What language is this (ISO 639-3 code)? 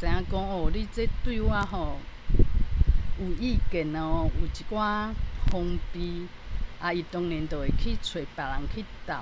nan